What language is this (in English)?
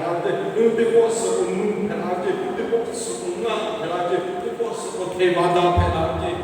Lahu